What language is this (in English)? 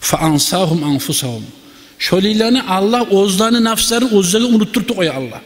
Kumyk